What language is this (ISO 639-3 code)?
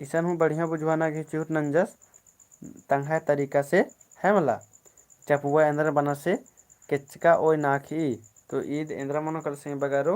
kru